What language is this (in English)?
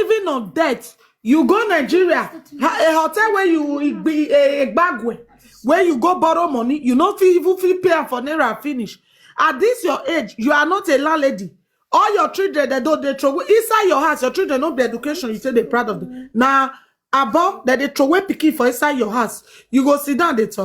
Nigerian Pidgin